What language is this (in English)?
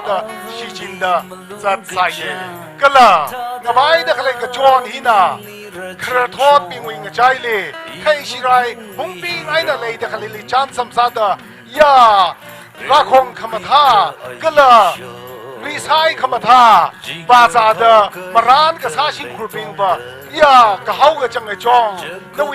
Tangkhul Naga (India)